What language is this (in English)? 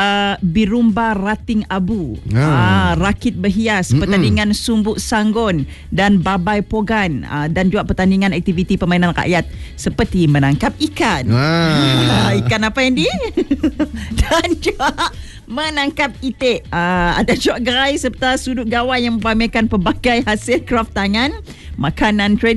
Malay